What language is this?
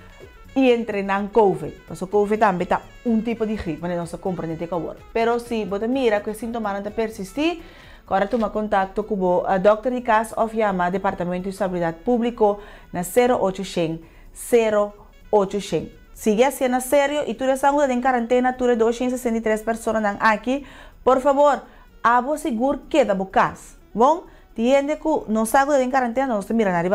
Papiamento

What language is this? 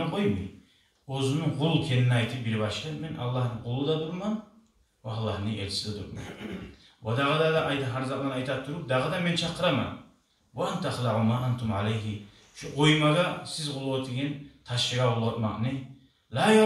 Kumyk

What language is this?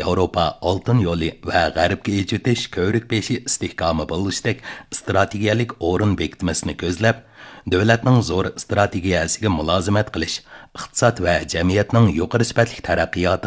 Uyghur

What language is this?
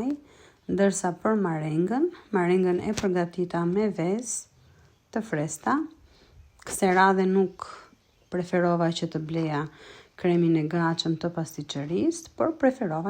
Albanian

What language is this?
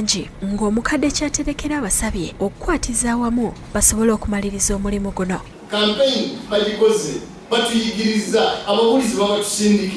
Ganda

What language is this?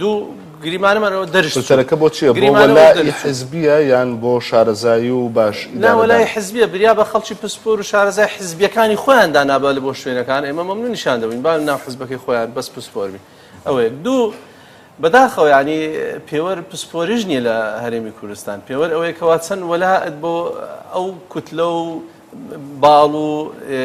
Central Kurdish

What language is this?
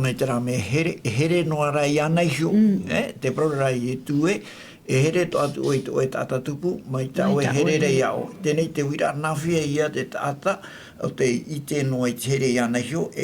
Tahitian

